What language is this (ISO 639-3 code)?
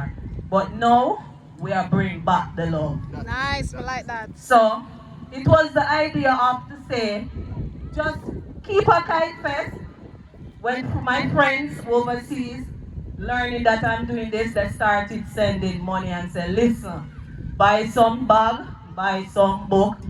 jam